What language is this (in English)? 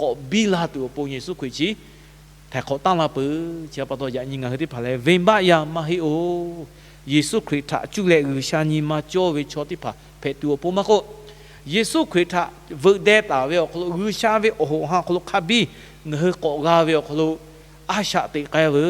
Lahu